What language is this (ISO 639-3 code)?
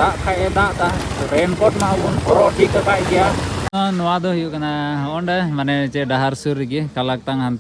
sat